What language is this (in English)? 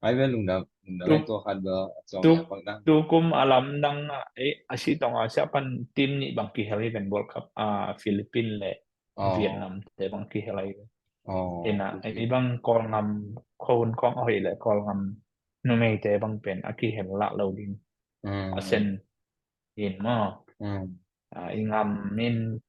Tedim Chin